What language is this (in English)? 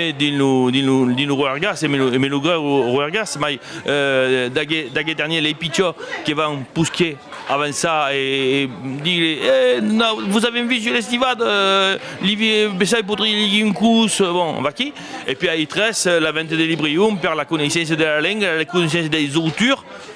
Occitan